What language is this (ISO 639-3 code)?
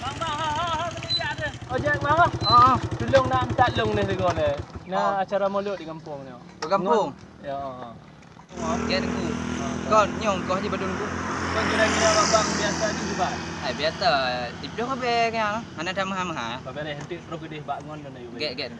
ace